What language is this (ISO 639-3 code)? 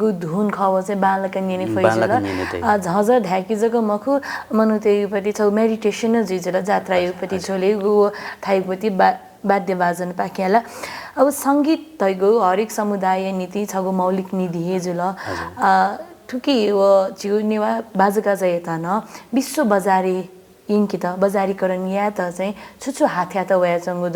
new